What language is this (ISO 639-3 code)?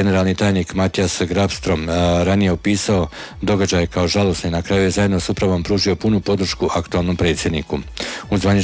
hrv